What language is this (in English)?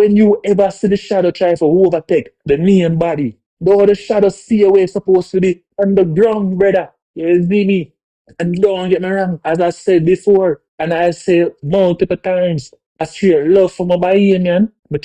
Jamaican Creole English